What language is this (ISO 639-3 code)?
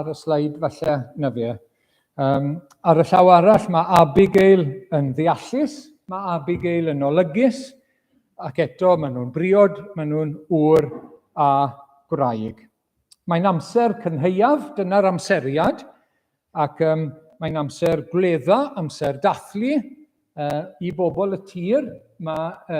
cym